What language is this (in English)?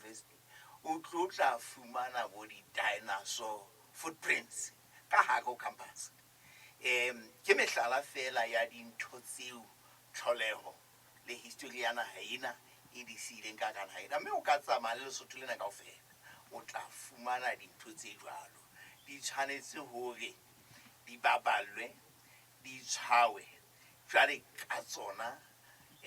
Southern Sotho